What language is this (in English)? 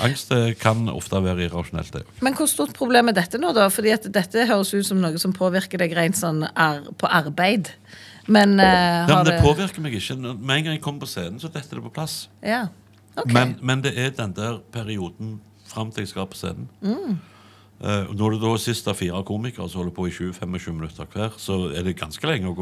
Norwegian